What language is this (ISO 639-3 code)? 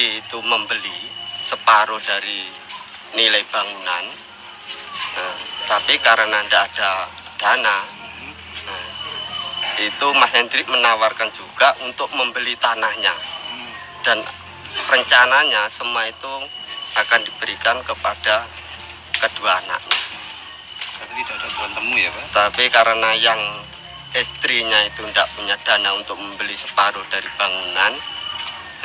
ind